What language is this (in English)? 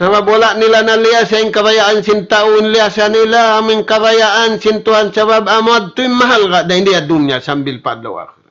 Tausug